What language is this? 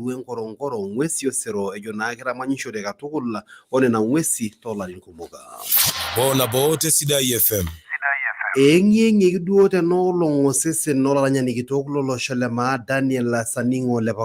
Masai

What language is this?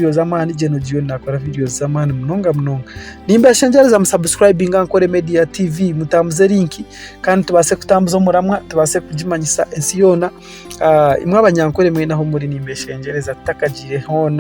Nyankole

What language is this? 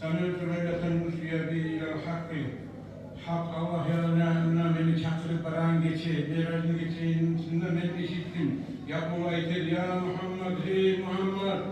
Kumyk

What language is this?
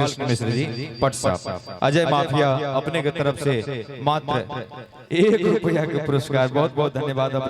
Maithili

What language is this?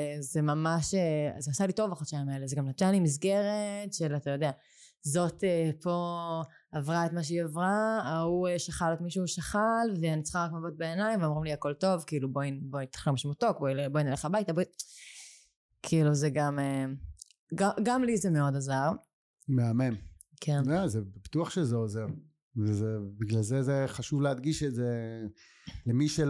Hebrew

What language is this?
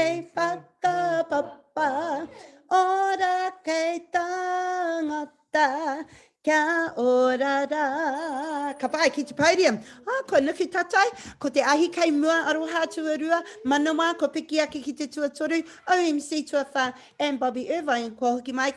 Māori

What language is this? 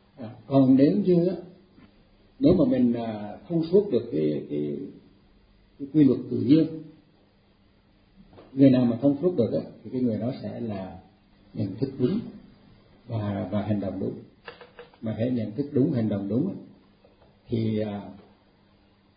Vietnamese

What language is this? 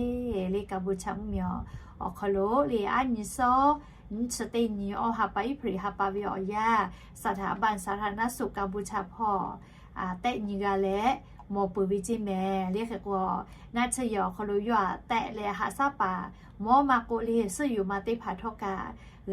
Lahu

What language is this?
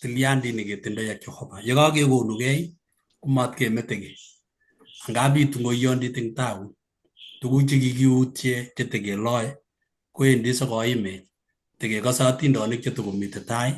Kalenjin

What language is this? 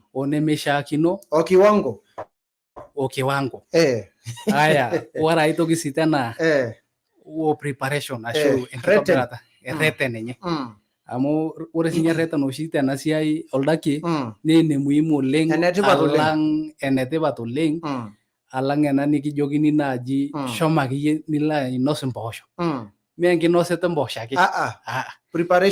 Masai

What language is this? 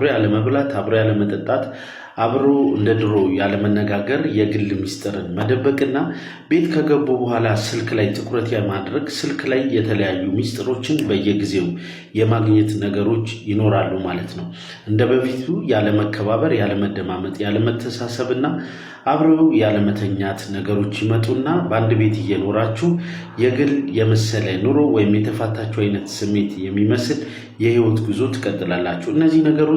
Amharic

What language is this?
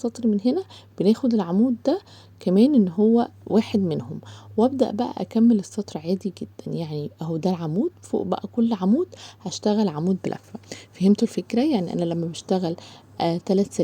Egyptian Arabic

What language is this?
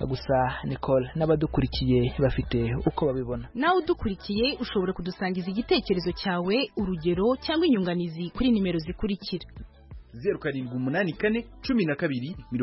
Kinyarwanda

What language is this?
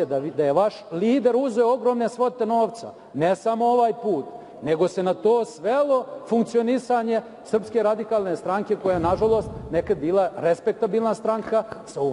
Serbian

